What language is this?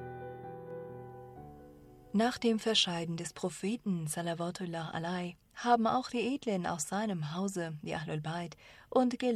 German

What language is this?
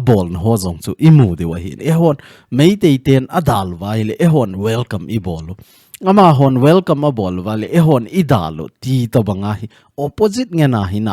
Thado Chin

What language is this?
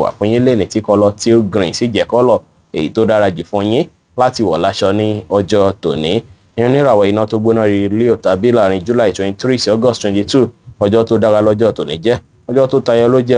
Yoruba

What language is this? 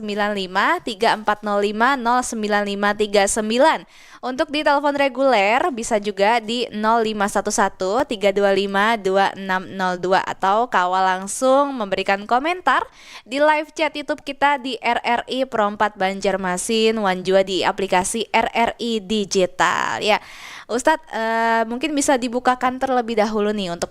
Banjar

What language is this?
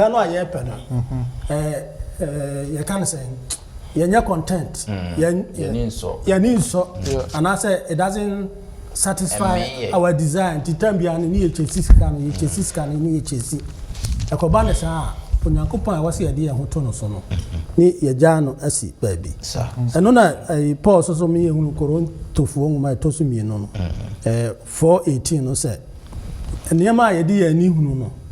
Akan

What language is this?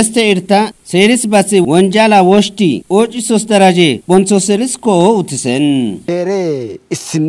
Kafa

